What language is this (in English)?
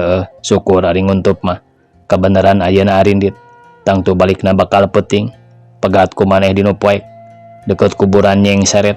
Sundanese